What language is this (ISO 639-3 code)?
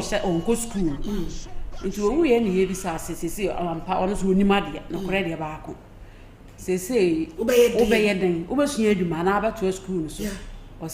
aka